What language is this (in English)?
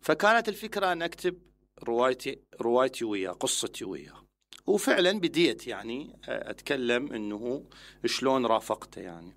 Mesopotamian Arabic